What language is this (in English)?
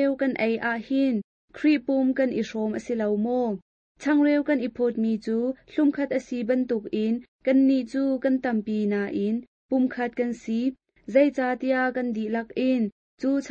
Hakha Chin